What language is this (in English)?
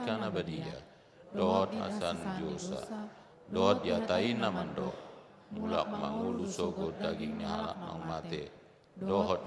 Batak Toba